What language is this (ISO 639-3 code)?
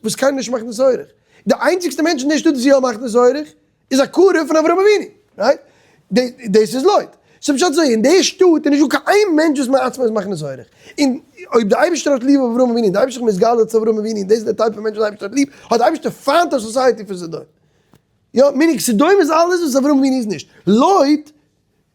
yid